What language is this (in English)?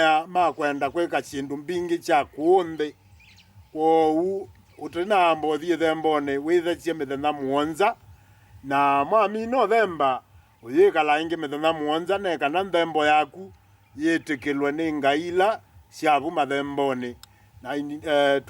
Kamba